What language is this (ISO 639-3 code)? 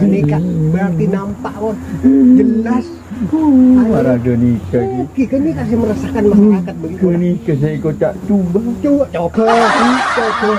mad